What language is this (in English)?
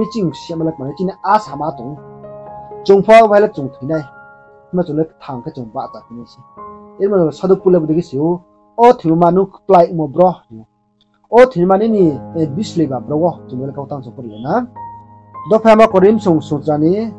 Riang (India)